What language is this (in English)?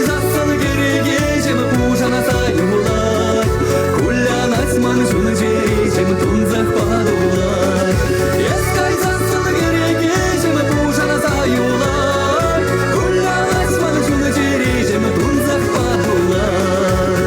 Chuvash